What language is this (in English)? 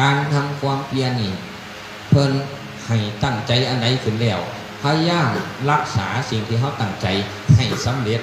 Northeastern Thai